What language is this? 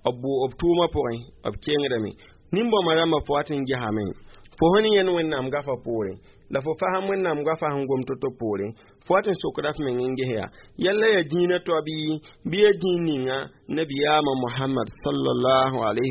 Mossi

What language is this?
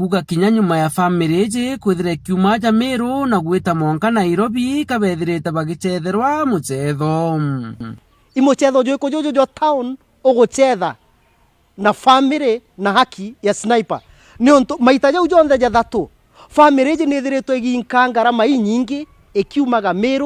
Meru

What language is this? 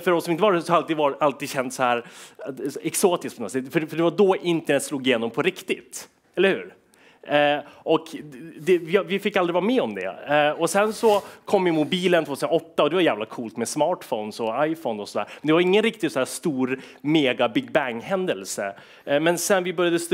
Swedish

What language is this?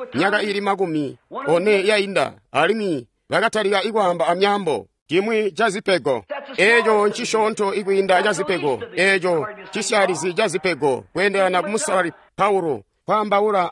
Tonga (Zambia)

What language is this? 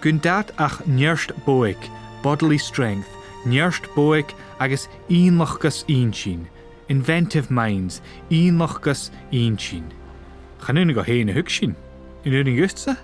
Scottish Gaelic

